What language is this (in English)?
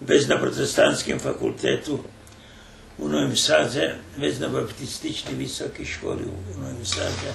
Rusyn